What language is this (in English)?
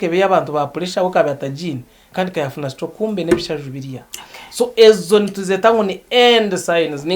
Nyankole